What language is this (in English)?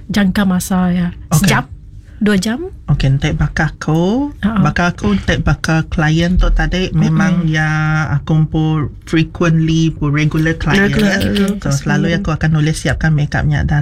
Iban